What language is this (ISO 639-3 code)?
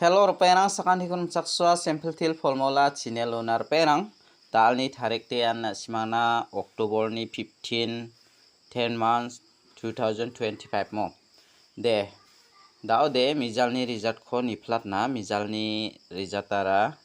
grt